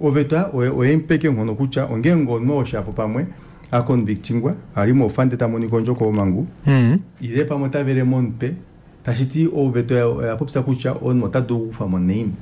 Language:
Kuanyama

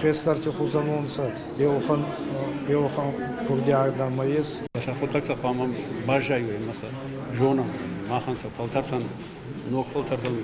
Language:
Ossetic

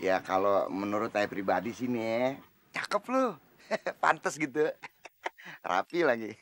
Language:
Betawi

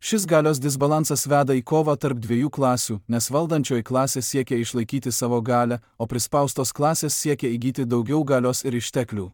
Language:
Lithuanian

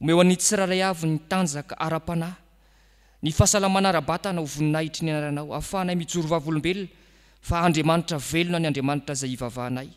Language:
Malagasy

